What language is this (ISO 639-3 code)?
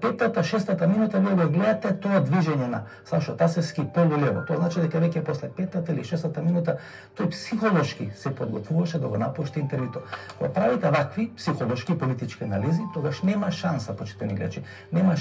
mkd